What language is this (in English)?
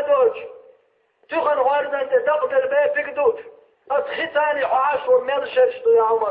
Chechen